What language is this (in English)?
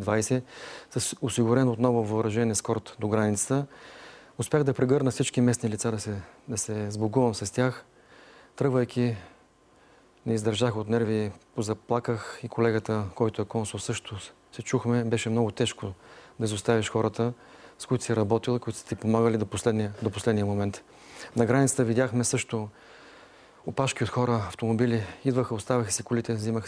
Bulgarian